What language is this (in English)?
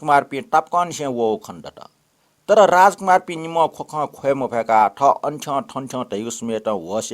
Newari